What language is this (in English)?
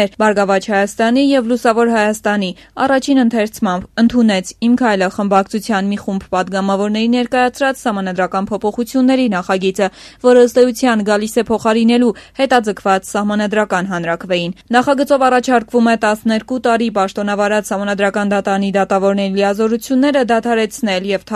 Armenian